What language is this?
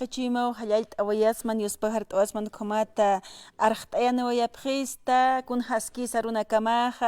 Aymara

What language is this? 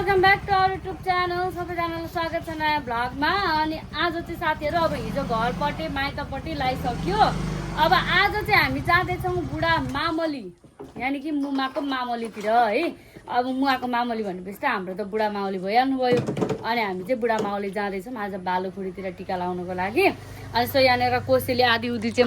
Nepali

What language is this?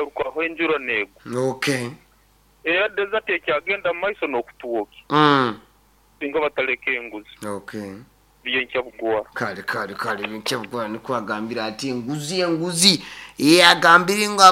Nyoro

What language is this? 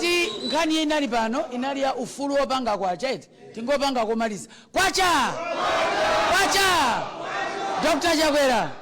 Nyanja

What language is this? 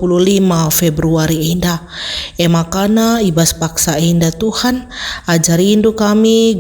Batak Karo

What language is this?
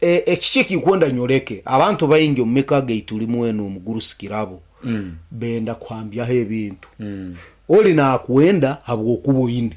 Nyankole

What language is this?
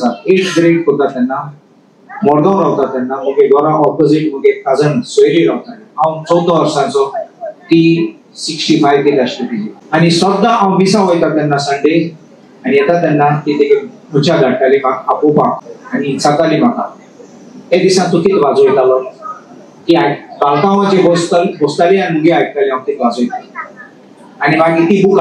Konkani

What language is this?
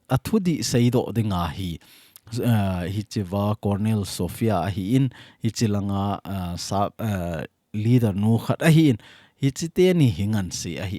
Thado Chin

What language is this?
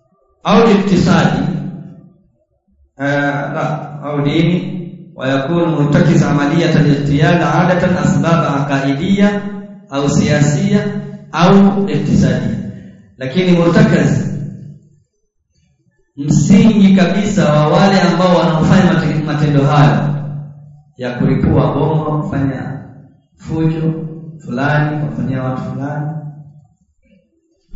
Swahili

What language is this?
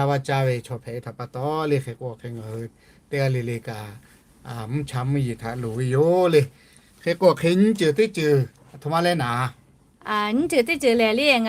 Lahu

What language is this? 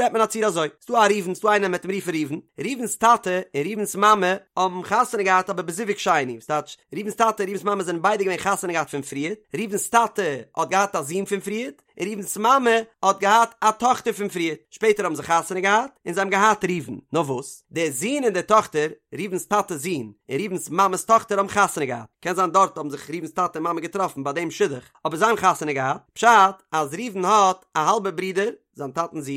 Yiddish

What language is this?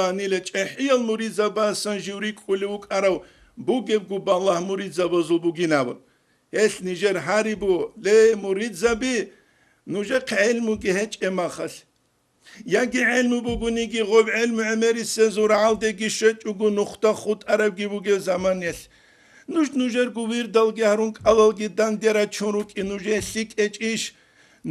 Avaric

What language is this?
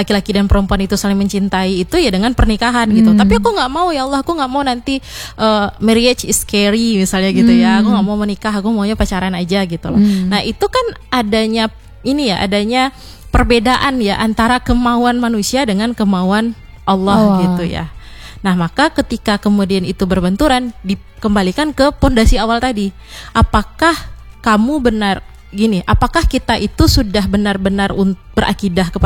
Indonesian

